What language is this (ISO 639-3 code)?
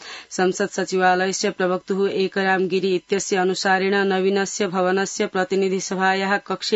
san